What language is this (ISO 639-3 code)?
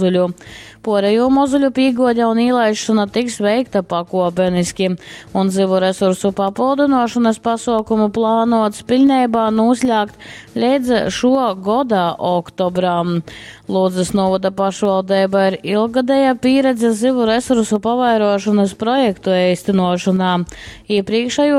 ltg